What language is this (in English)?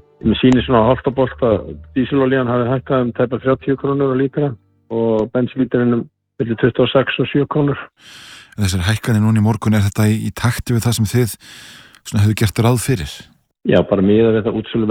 Icelandic